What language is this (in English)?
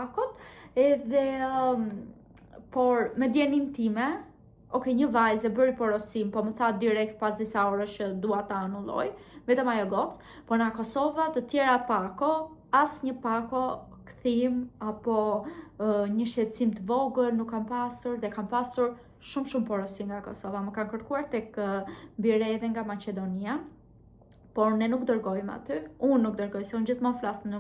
Albanian